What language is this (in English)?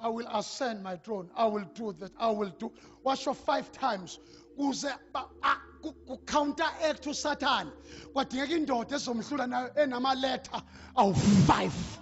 Zulu